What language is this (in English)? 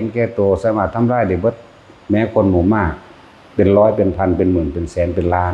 Northeastern Thai